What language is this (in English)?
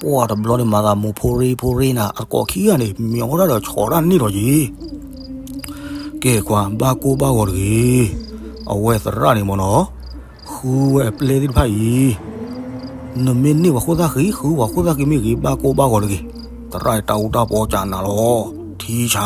S'gaw Karen